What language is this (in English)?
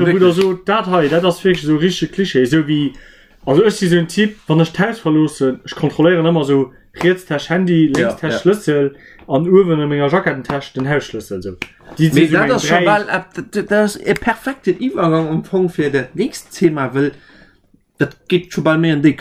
Luxembourgish